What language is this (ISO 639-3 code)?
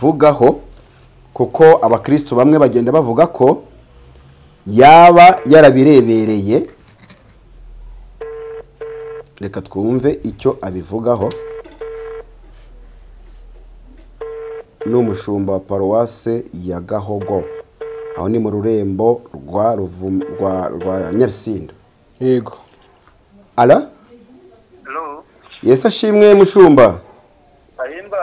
kin